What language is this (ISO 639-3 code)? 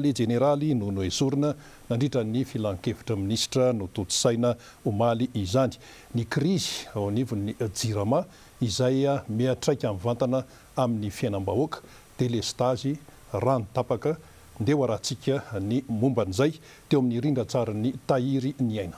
mlg